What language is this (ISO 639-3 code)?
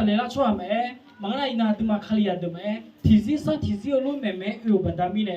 ahk